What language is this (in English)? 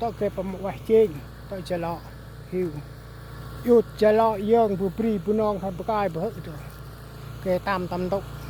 Central Mnong